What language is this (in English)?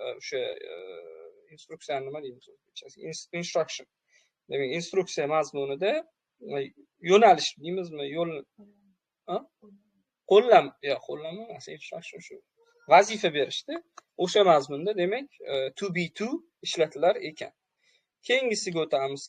Uzbek